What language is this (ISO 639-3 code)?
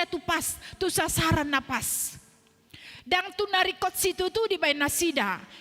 bbc